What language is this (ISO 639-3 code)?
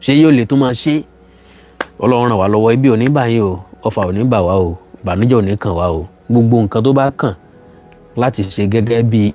yor